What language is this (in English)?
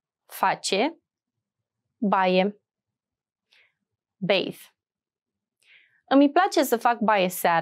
Romanian